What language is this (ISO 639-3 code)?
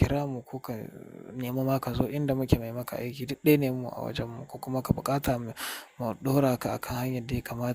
hau